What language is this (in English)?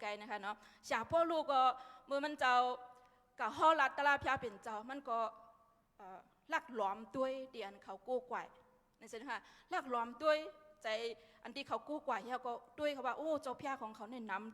Shan